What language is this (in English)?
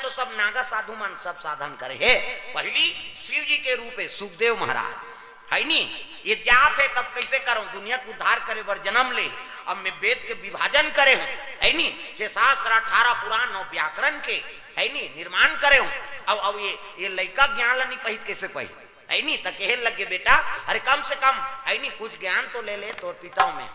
Chhattisgarhi